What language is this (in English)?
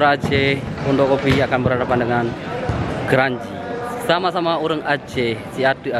Achinese